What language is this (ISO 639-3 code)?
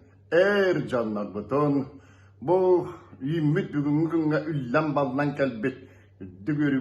sah